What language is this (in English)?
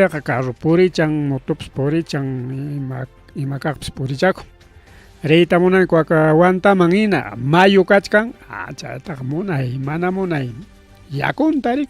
Ayacucho Quechua